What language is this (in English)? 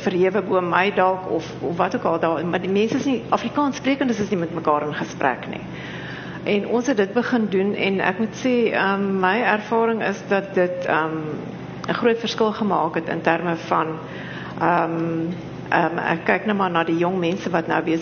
Afrikaans